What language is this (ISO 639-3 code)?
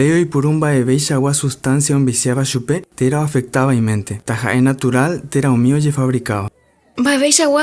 grn